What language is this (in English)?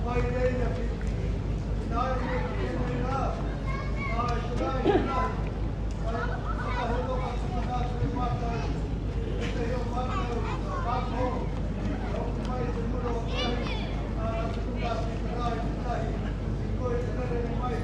Māori